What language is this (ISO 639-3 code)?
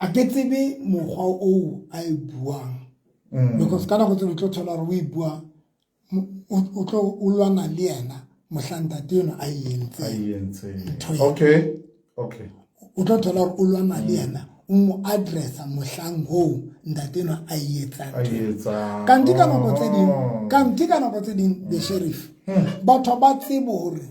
sot